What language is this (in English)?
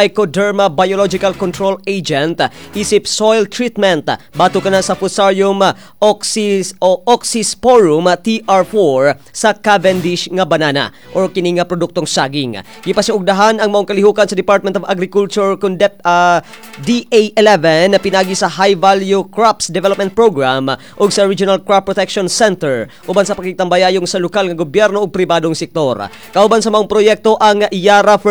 Cebuano